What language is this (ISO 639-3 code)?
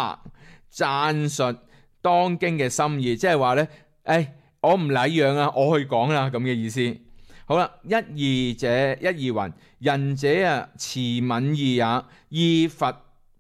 yue